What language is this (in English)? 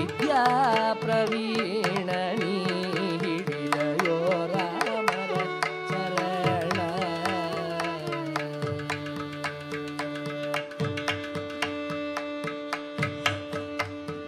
Kannada